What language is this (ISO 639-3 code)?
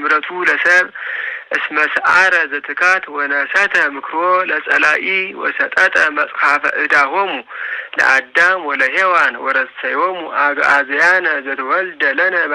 gez